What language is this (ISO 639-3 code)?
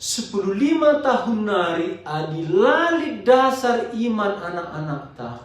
btx